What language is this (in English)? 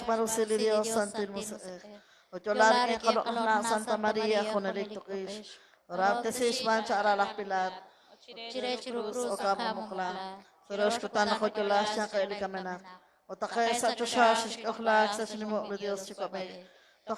Kekchí